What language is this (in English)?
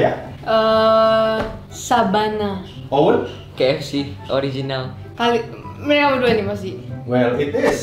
Indonesian